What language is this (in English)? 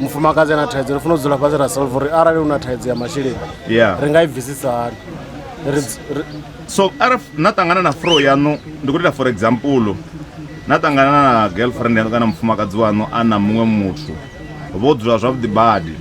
Venda